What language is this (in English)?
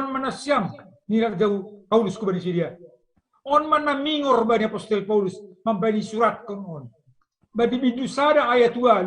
Batak Simalungun